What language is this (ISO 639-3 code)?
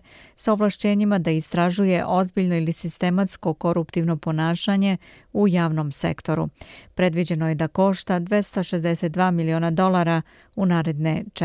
srp